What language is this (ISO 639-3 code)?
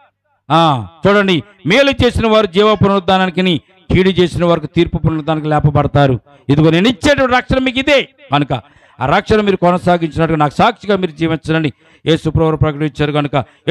tel